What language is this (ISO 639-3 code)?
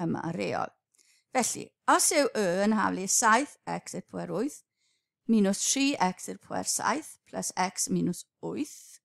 cym